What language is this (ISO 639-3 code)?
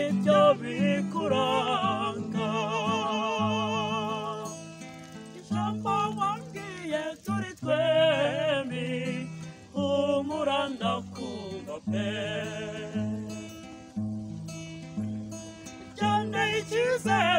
kin